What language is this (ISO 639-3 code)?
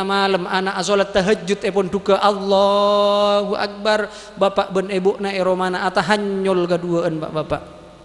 mad